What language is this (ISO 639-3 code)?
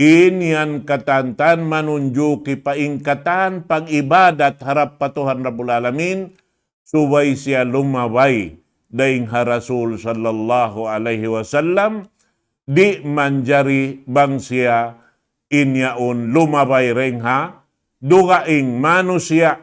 tsg